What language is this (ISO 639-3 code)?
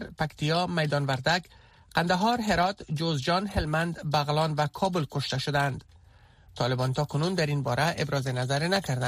fas